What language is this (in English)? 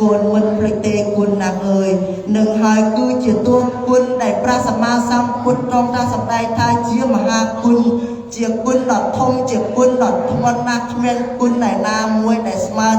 Khmer